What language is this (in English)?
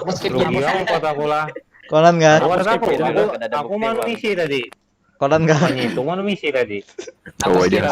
Banjar